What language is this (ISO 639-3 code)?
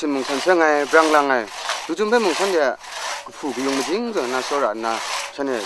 kac